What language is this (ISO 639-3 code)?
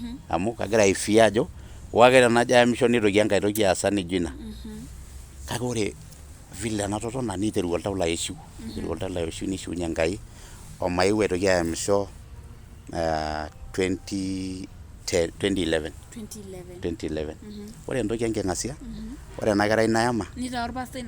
mas